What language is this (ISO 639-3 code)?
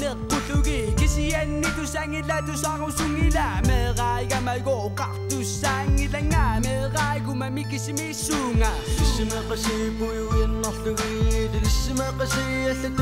kal